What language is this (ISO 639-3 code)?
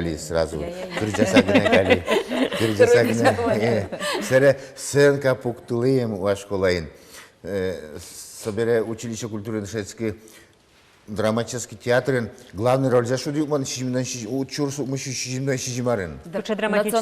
udm